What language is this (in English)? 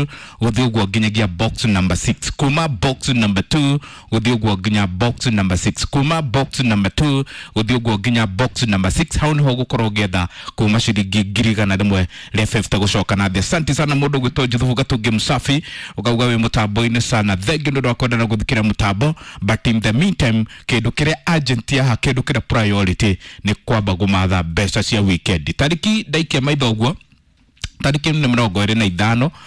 Kikuyu